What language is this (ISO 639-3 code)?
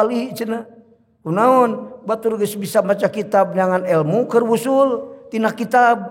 sun